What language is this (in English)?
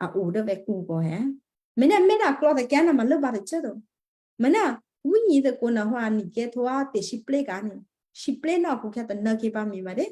Western Kayah